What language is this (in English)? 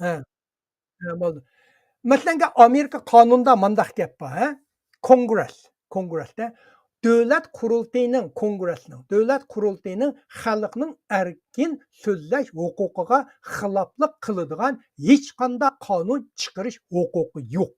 Uyghur